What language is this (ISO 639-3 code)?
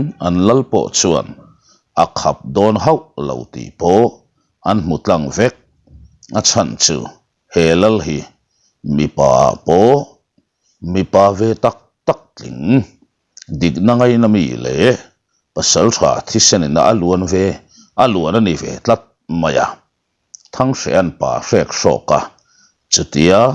lus